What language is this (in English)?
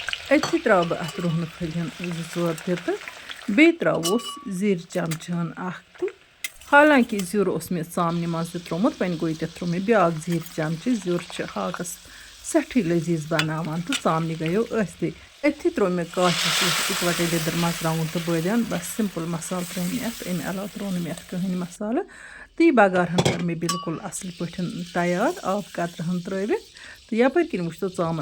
Kashmiri